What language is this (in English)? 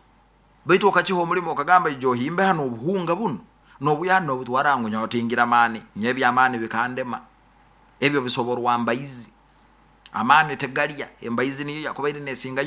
Nyoro